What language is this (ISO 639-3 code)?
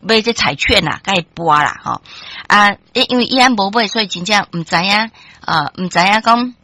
nan